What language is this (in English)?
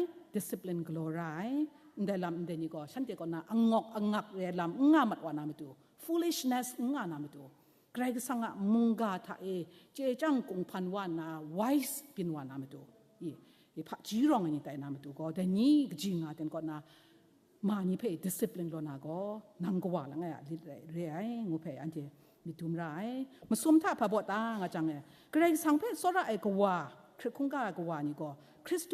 Kachin